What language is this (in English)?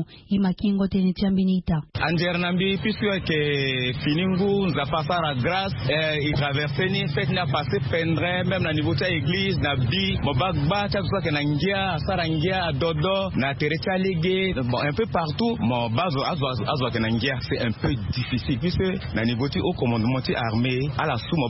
Sango